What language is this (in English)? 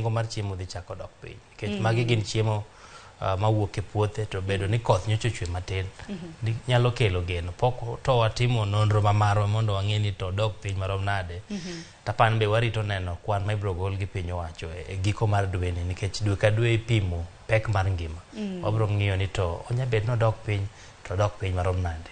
Luo (Kenya and Tanzania)